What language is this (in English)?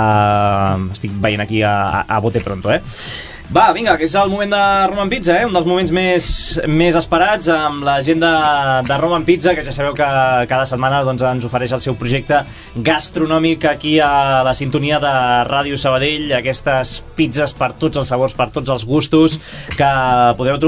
Catalan